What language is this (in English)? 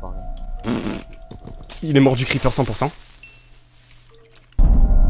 French